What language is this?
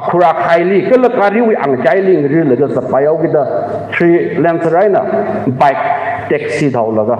Tangkhul Naga (India)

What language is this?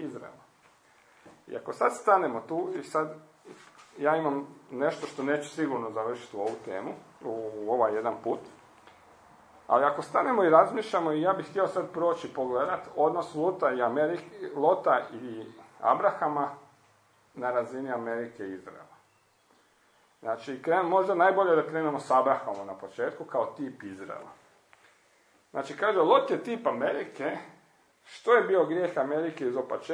Croatian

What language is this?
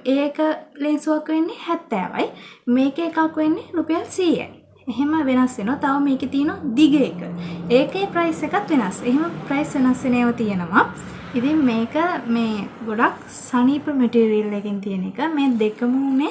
Sinhala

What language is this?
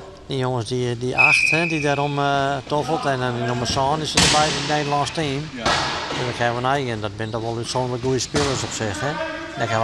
Western Frisian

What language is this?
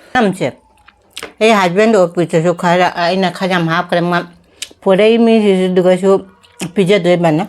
Manipuri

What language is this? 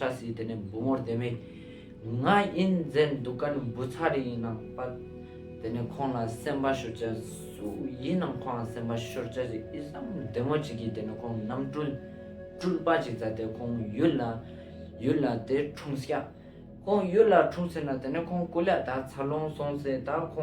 Ladakhi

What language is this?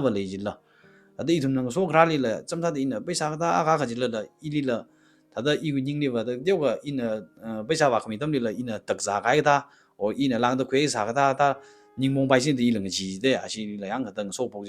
Tangkhul Naga (India)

